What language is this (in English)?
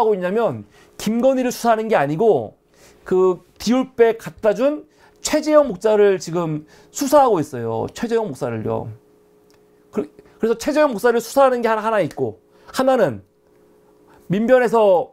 Korean